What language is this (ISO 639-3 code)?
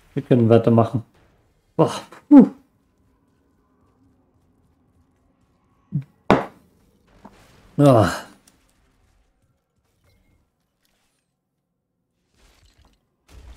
deu